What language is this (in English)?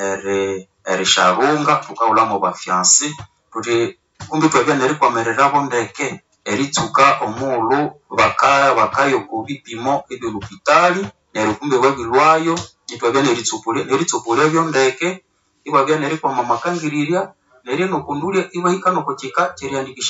Nande